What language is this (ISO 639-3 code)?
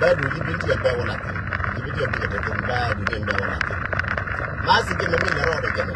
nus